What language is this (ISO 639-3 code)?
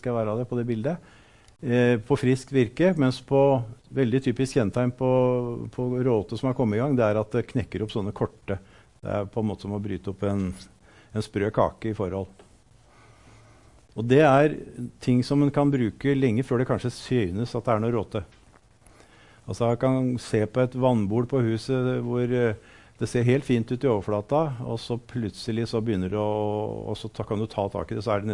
nor